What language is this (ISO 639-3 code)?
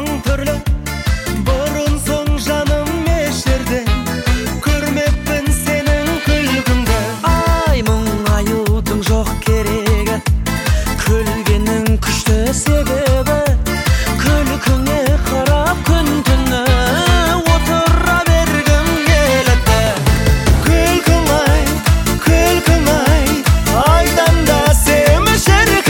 kaz